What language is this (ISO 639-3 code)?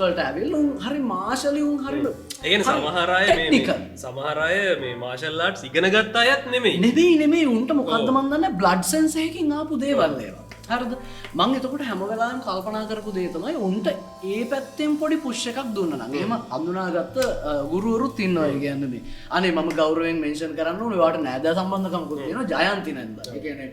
sin